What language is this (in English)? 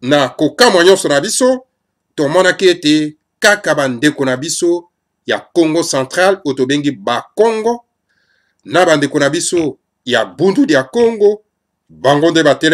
Lingala